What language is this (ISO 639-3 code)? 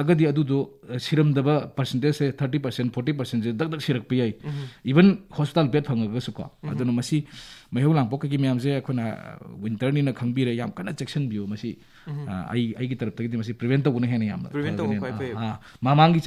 mni